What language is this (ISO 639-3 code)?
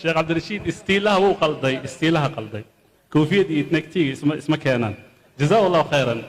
som